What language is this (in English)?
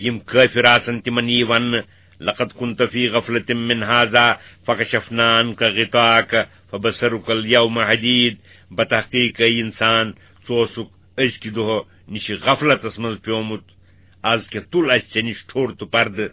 Kashmiri